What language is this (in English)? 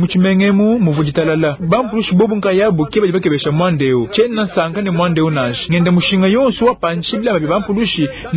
Luba-Lulua